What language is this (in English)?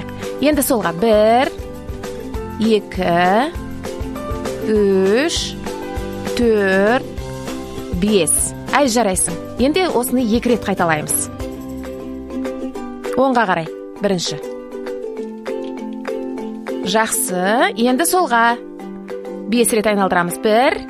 Kazakh